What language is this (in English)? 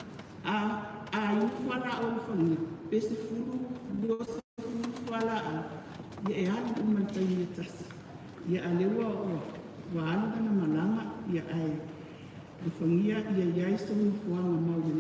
Samoan